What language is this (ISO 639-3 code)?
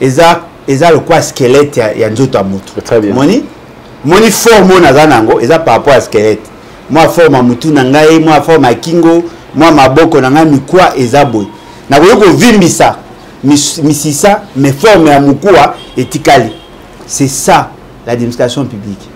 lin